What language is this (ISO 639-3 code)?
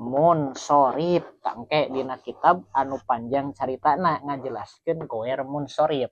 sun